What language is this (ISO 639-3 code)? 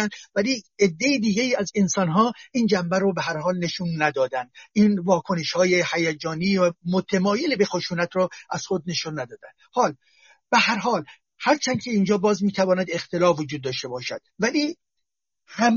fas